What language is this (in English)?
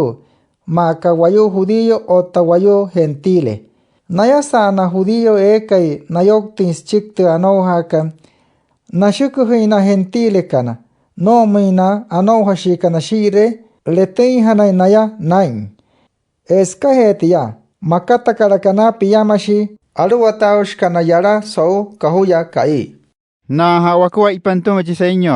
Wayuu